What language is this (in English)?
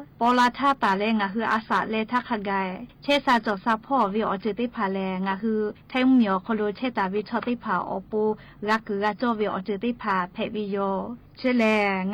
Lahu